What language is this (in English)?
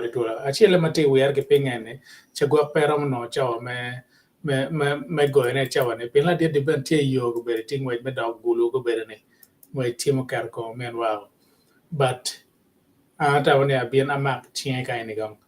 Acoli